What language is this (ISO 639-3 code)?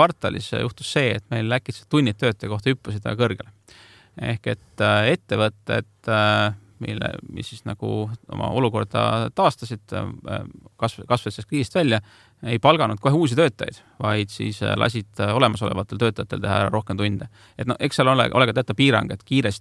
est